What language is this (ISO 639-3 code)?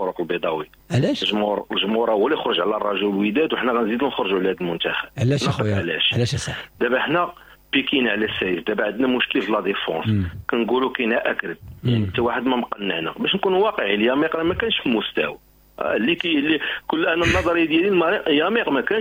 ary